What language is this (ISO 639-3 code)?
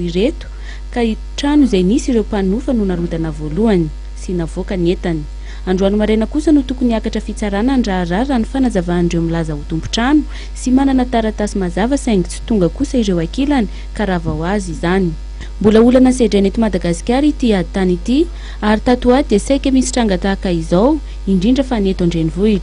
mlg